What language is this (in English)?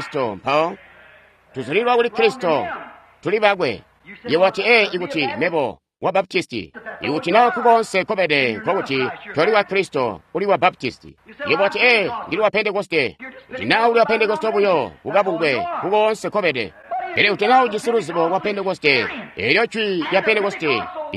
Tonga (Zambia)